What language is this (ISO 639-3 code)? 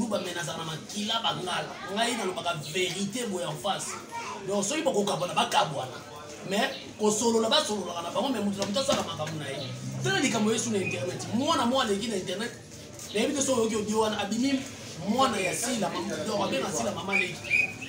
lin